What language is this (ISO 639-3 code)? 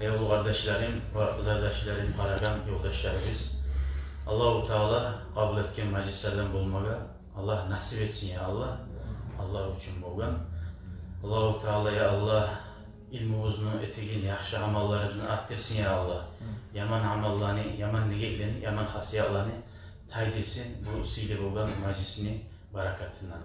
kum